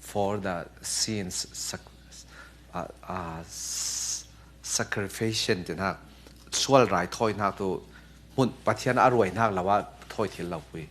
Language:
Falam Chin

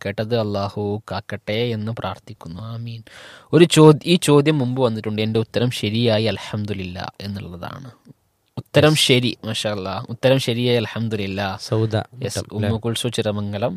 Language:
Malayalam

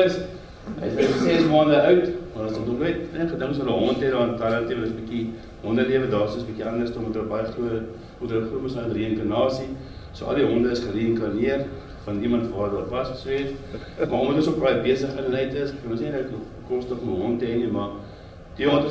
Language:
Afrikaans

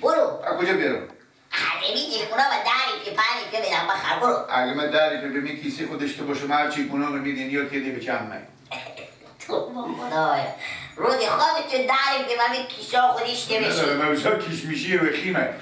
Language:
Persian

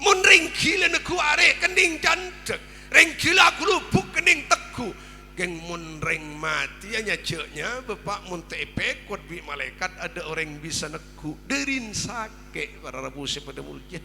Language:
Madurese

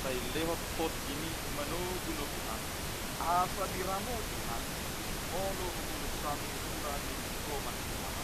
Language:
Batak Toba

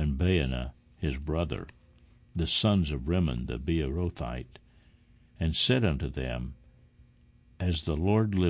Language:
English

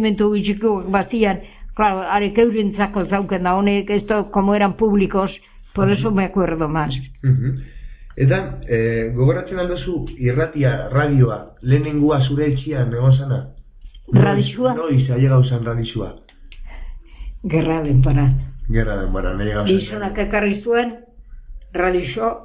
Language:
Basque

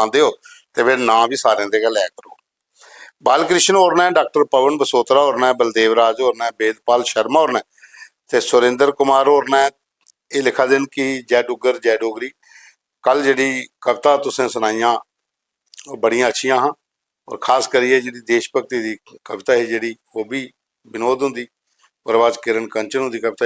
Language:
Dogri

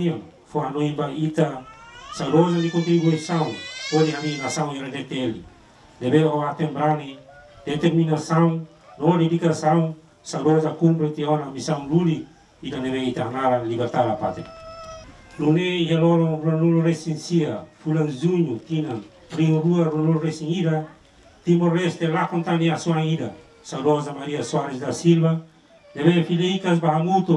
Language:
Tetum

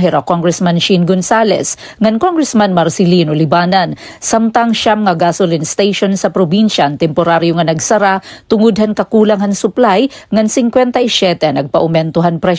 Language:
Waray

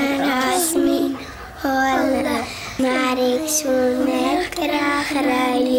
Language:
Western Frisian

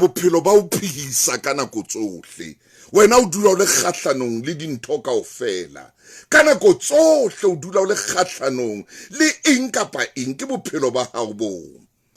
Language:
Southern Sotho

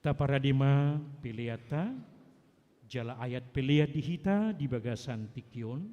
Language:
Batak Toba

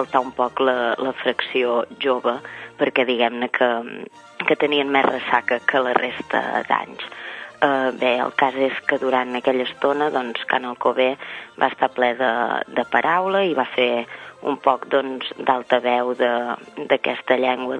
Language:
Catalan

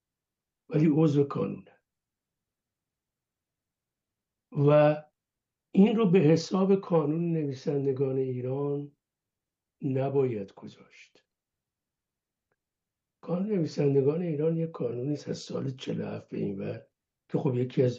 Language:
Persian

